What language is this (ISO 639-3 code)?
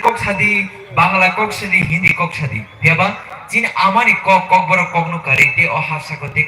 trp